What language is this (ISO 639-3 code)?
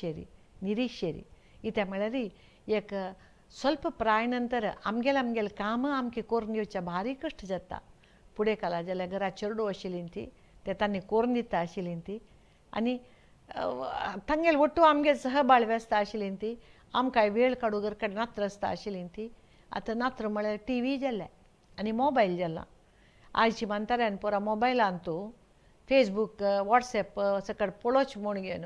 kok